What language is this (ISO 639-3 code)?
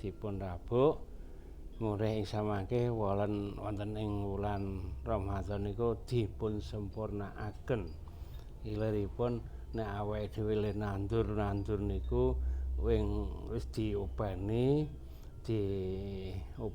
jav